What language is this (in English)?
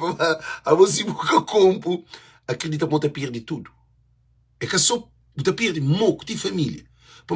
Kabuverdianu